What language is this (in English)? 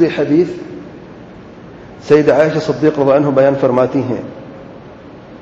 Urdu